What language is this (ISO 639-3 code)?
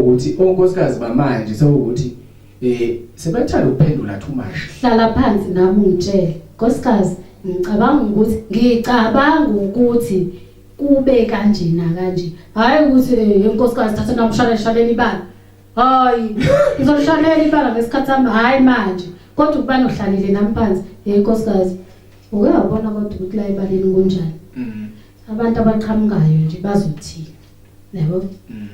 zul